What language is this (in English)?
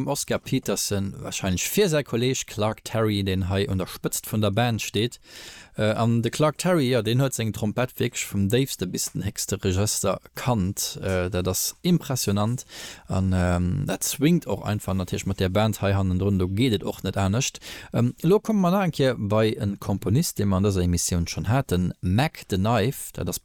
Luxembourgish